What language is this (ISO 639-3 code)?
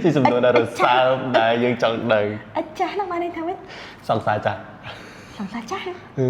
khm